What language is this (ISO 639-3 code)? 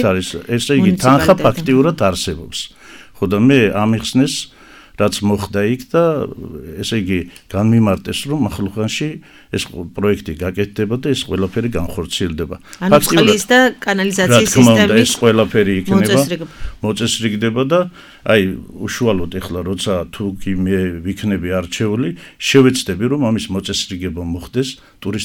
kat